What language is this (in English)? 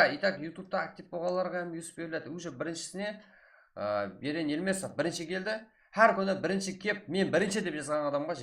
Kara-Kalpak